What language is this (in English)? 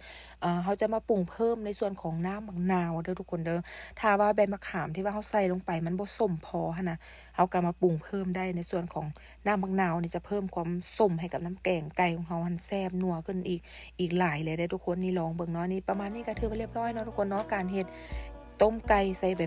Lao